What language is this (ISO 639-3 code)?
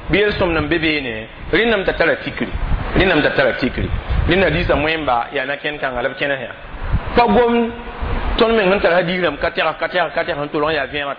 mos